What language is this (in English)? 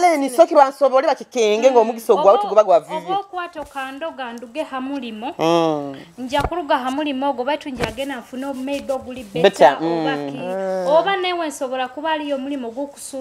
Nyoro